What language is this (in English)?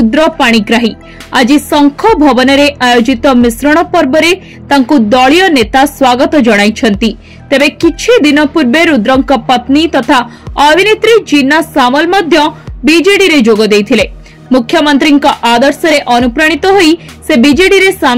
Odia